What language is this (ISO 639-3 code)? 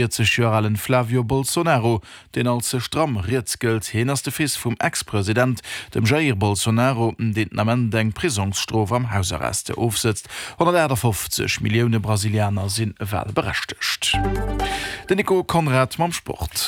ltz